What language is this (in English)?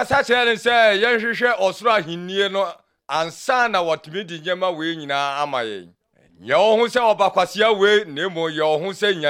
Akan